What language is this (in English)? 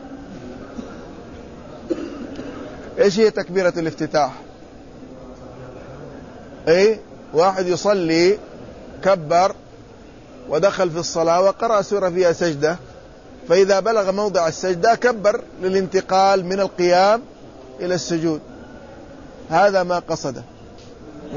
Arabic